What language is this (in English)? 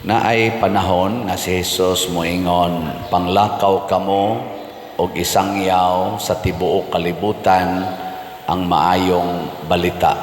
Cebuano